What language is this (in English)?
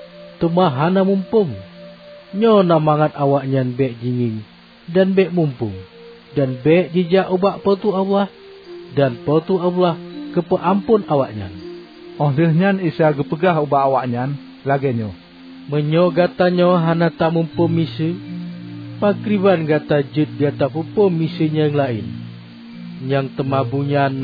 Achinese